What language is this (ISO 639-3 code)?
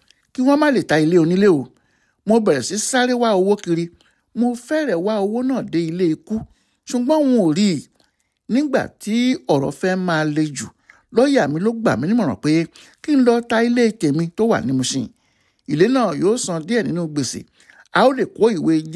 yor